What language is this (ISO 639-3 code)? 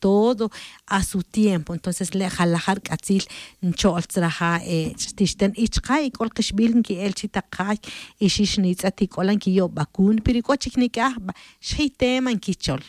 tzj